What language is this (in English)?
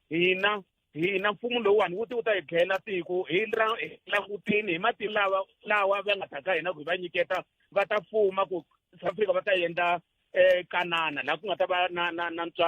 Tsonga